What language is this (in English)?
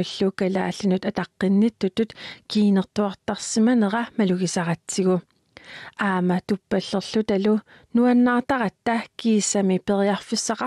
Kalaallisut